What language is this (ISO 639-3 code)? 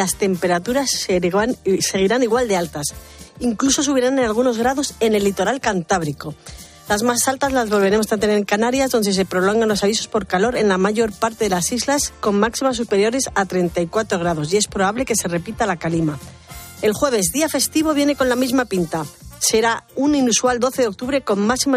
spa